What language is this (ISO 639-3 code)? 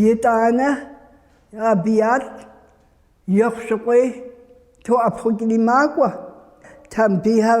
kbd